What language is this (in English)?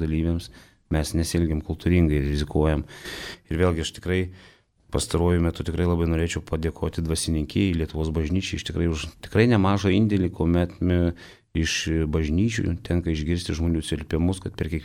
Lithuanian